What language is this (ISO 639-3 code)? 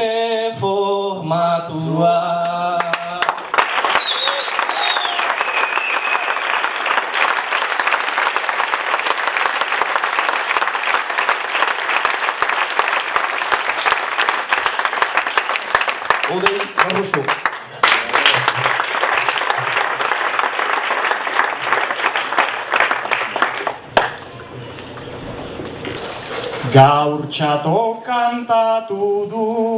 eus